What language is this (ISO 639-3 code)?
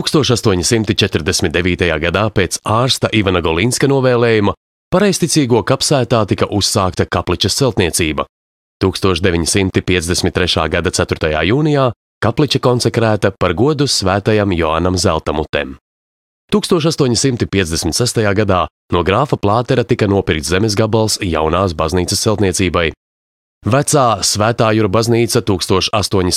lav